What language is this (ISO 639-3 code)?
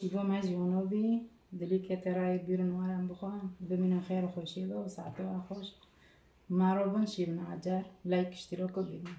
kur